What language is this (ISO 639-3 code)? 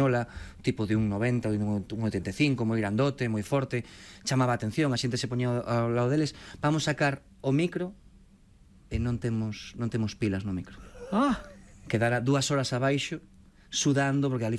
glg